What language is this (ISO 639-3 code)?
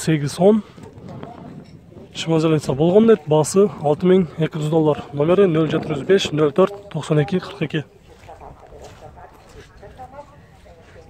kir